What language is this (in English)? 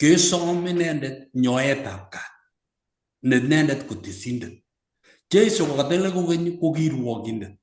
Kalenjin